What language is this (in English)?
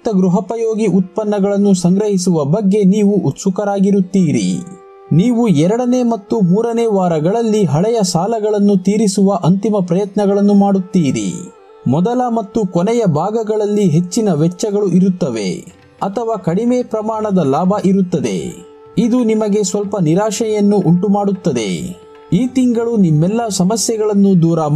Kannada